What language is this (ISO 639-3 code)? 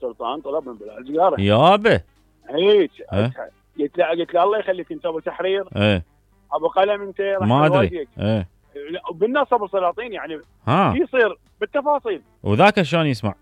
acm